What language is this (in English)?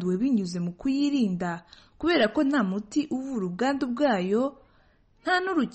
Kinyarwanda